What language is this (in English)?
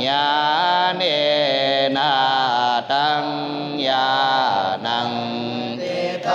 Pali